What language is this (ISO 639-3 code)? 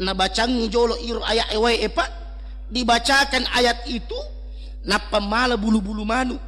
bug